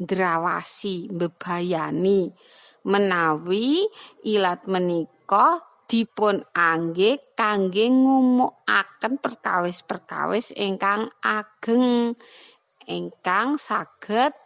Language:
Javanese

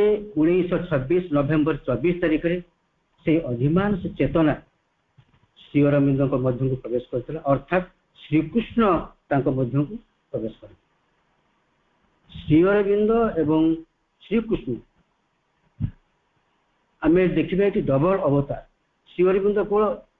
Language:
Odia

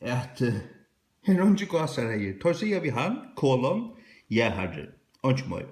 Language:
Faroese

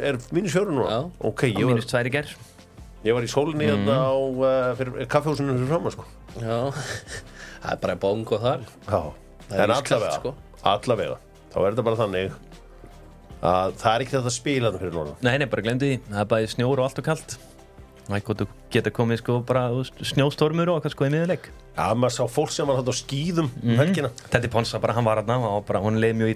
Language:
Icelandic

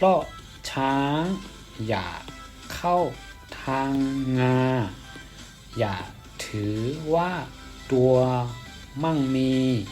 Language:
Shan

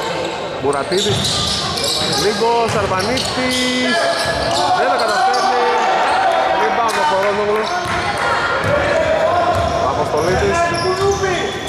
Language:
Greek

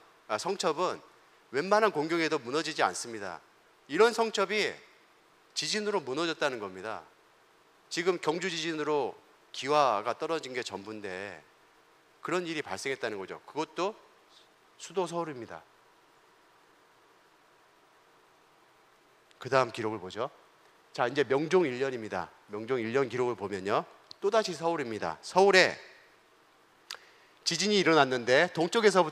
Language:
Korean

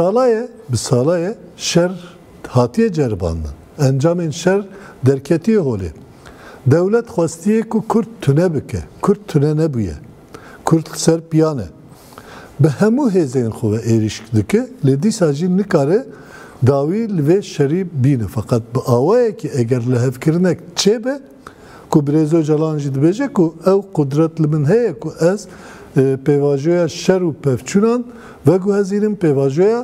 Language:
Kurdish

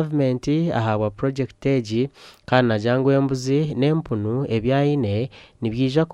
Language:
Nyankole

